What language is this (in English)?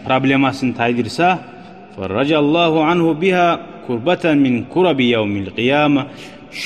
Kumyk